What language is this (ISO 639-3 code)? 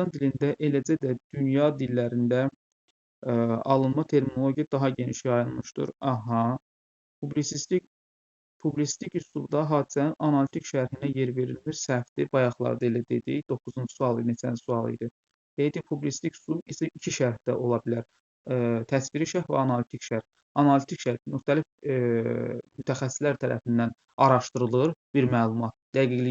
aze